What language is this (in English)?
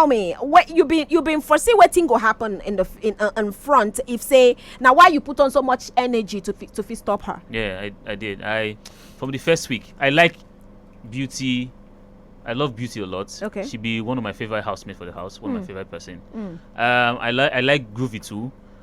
Nigerian Pidgin